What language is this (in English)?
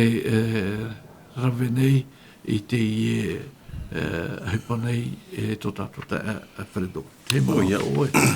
Tahitian